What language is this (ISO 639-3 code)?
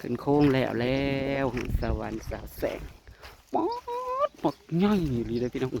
tts